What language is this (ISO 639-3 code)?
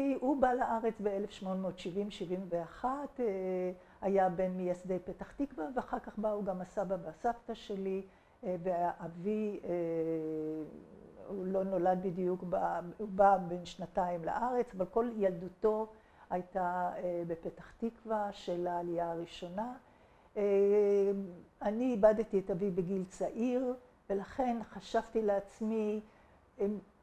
heb